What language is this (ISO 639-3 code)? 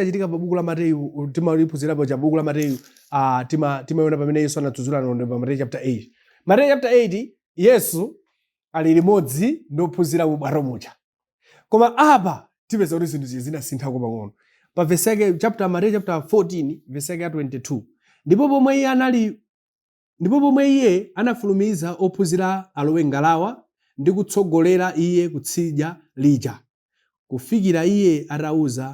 nya